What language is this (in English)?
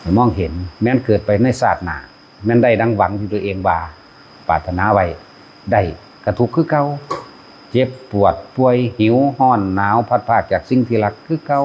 Northeastern Thai